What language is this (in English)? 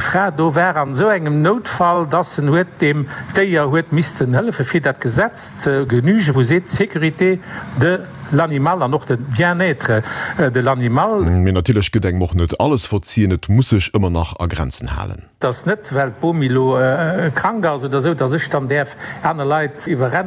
Luxembourgish